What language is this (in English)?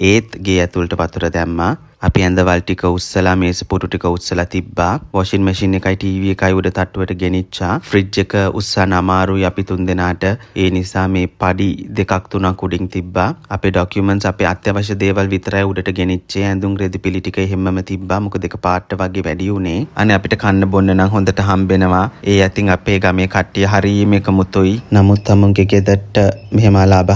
Sinhala